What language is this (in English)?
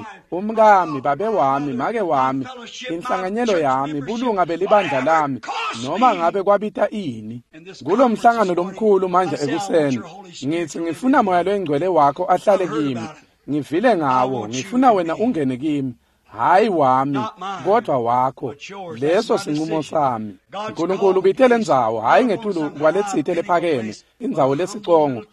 Swati